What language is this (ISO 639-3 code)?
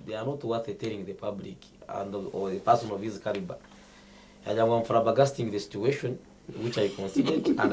nyn